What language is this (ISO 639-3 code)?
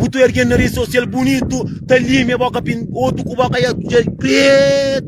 kea